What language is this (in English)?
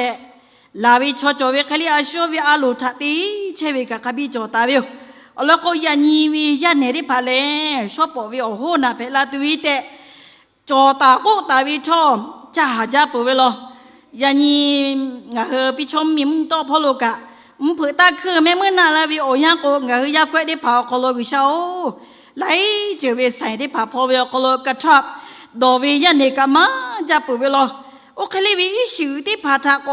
Lahu